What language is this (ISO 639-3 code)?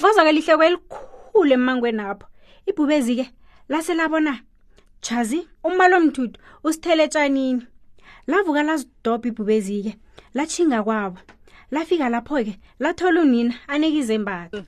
nbl